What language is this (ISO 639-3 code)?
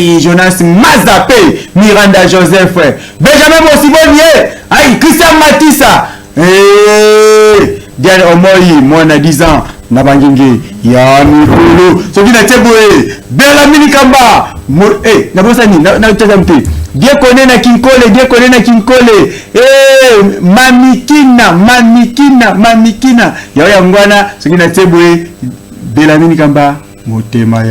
lin